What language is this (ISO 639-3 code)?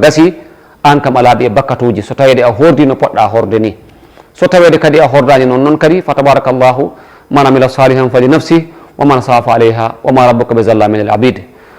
ful